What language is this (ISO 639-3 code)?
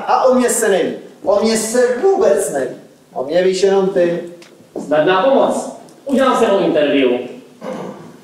ces